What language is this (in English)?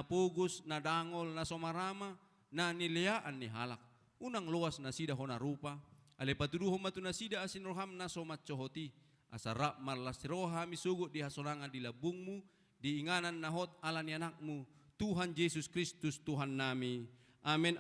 Batak Toba